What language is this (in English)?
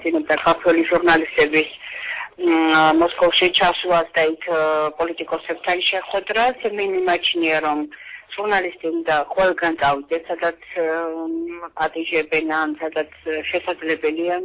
Georgian